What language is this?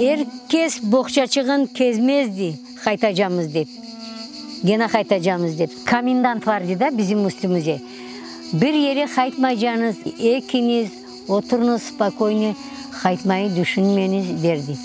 Crimean Tatar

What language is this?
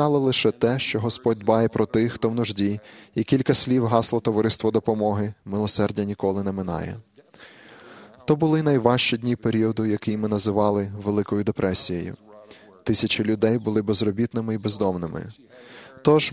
Ukrainian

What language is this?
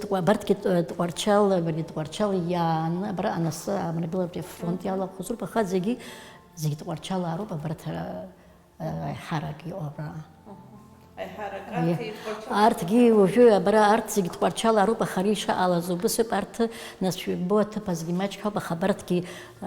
Abkhazian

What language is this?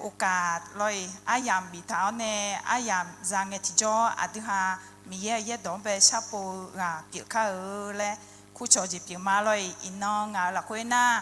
Akha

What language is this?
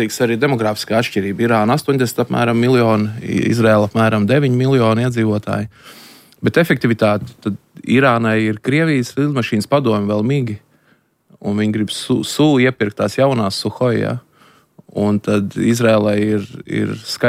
Latvian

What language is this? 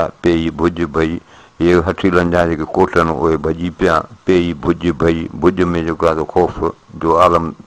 Sindhi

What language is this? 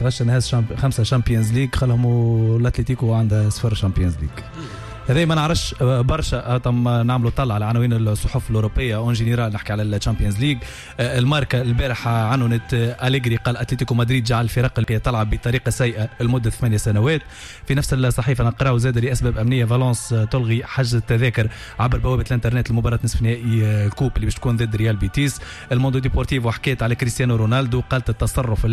Tunisian Arabic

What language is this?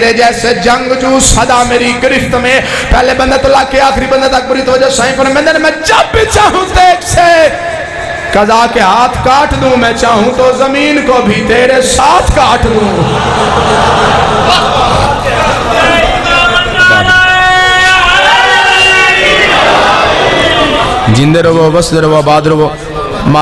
Urdu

